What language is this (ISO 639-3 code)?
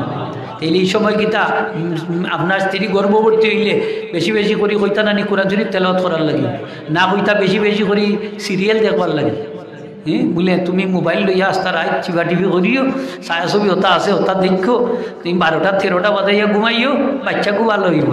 syl